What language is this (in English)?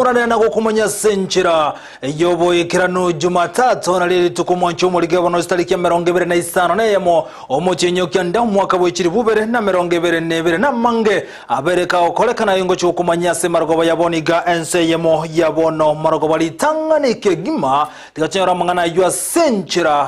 Gusii